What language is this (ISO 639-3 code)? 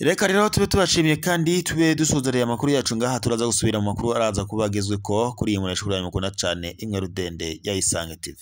run